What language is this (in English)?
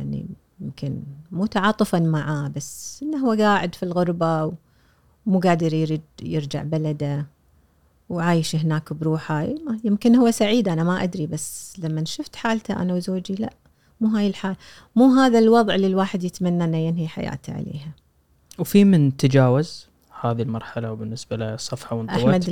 Gulf Arabic